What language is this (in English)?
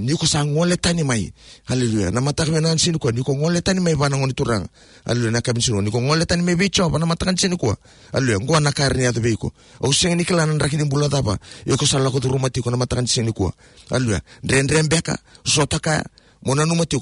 Fijian